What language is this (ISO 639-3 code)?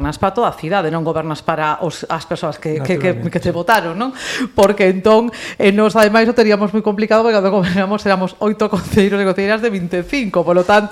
glg